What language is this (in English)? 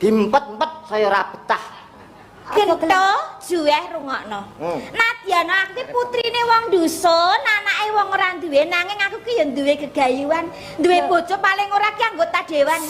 Javanese